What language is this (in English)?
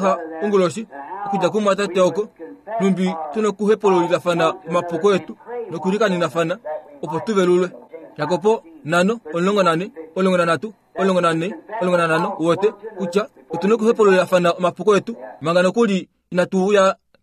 Kuanyama